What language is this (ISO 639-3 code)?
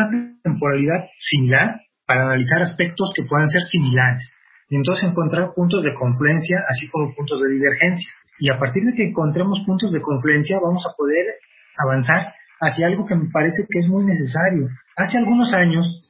spa